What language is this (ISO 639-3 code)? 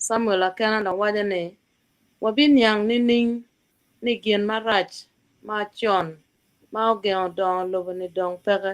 ach